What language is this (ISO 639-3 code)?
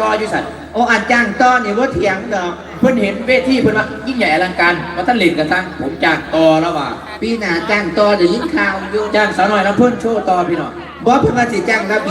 tts